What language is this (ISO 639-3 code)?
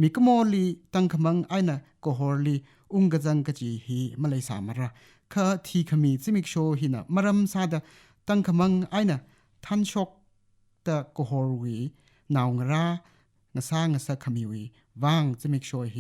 nmf